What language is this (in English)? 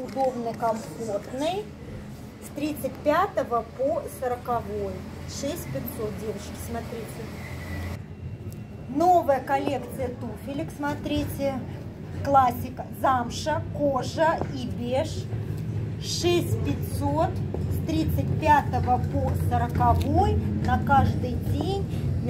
Russian